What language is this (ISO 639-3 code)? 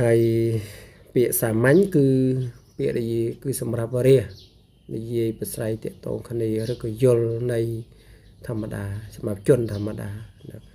khm